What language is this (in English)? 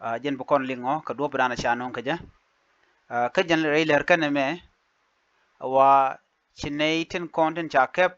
Nuer